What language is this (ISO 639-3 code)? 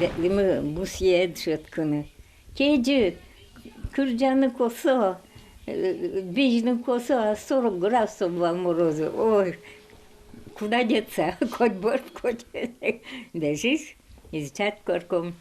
udm